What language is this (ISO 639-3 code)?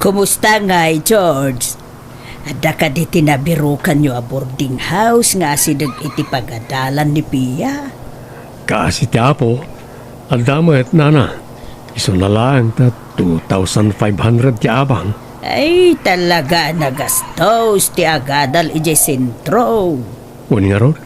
ilo